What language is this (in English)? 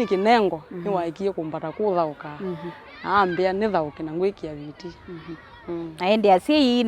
Kamba